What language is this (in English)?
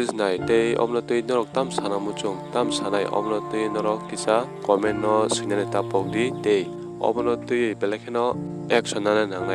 Kok Borok